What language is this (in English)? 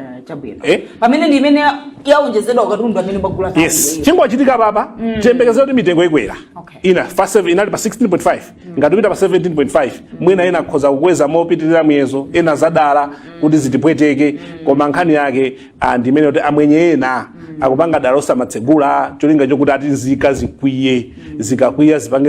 Nyanja